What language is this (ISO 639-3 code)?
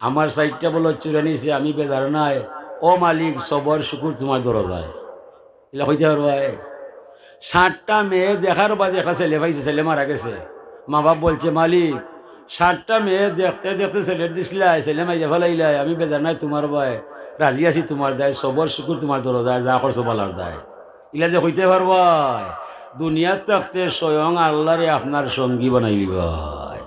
syl